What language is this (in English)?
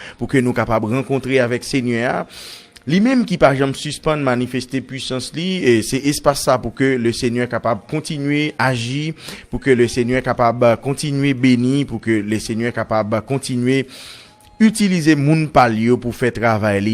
Haitian Creole